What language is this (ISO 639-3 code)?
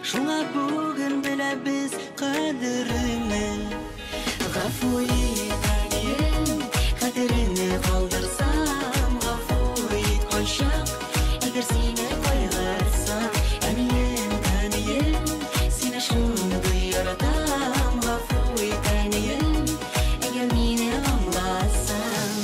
bak